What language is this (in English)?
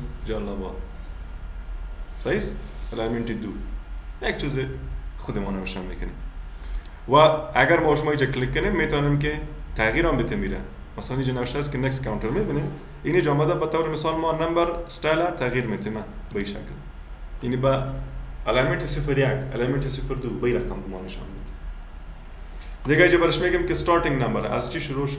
Persian